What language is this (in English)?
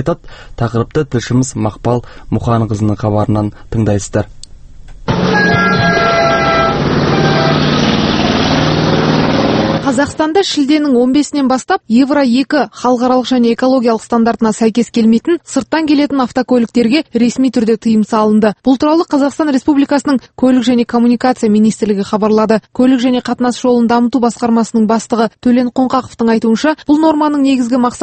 Kazakh